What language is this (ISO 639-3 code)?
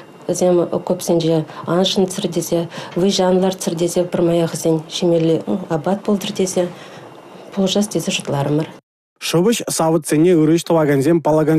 chv